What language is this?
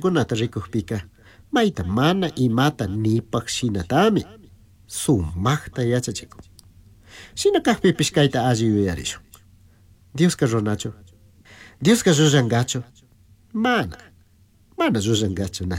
Chimborazo Highland Quichua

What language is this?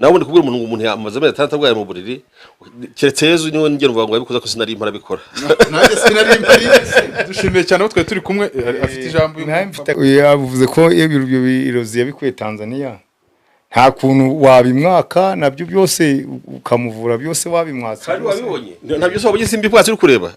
Kinyarwanda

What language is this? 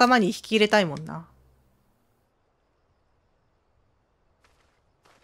Japanese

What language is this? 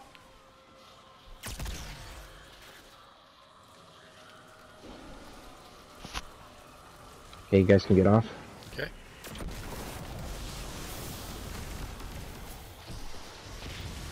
English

